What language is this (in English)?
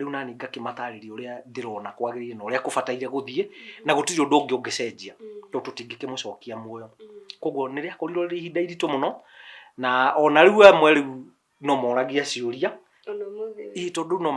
Kikuyu